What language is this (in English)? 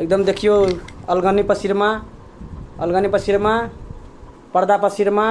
Maithili